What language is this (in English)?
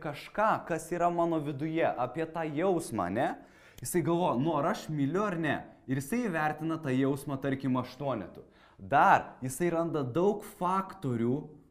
Lithuanian